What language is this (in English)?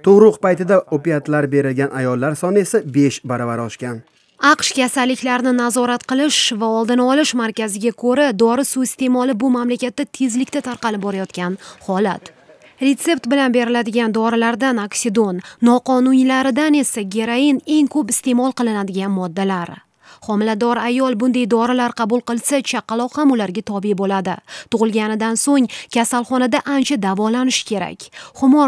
Uzbek